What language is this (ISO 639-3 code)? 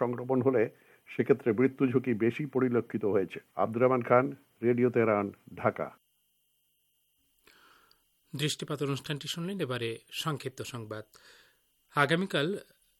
ben